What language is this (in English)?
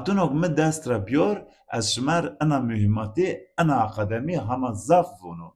Zaza